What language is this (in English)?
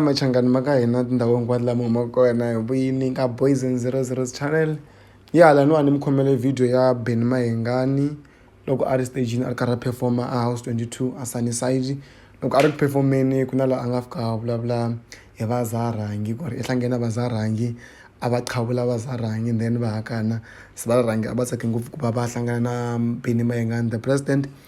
Tsonga